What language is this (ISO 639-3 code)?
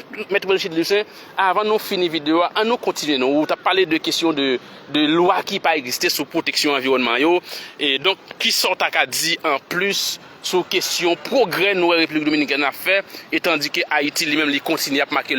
hat